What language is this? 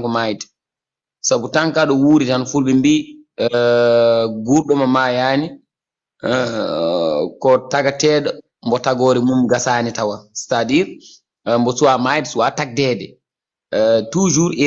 Fula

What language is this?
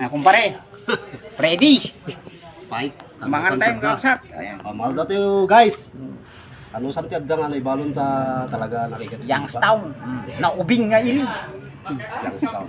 Iloko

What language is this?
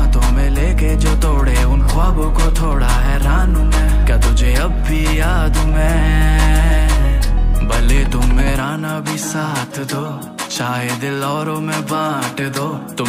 Hindi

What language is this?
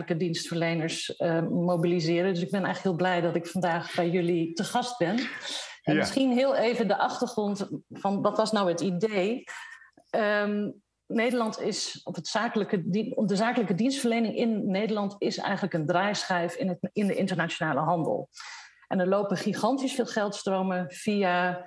Dutch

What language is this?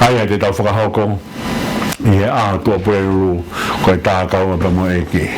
Tongan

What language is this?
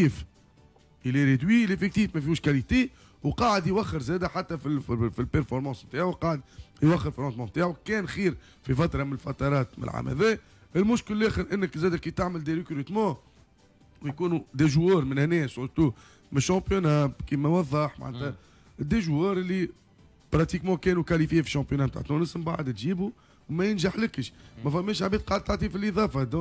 Tunisian Arabic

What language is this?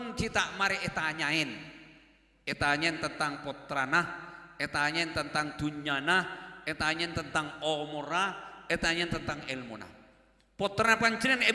Madurese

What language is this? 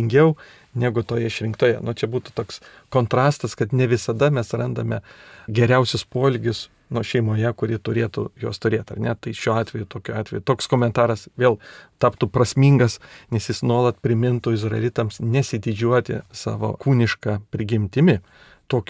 Lithuanian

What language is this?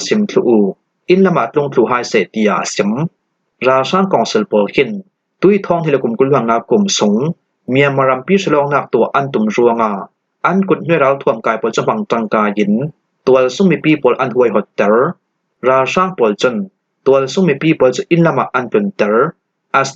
Falam Chin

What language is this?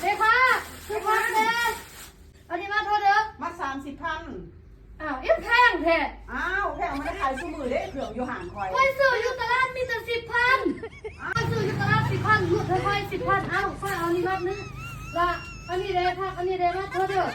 Lao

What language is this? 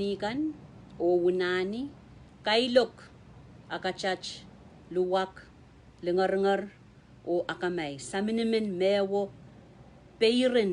Pohnpeian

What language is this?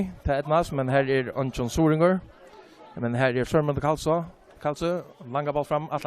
Faroese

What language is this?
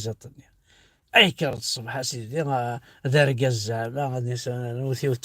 Kabyle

